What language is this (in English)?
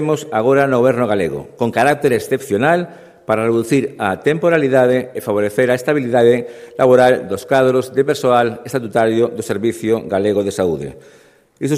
Galician